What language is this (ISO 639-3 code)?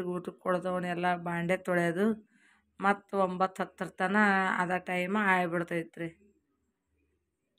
kan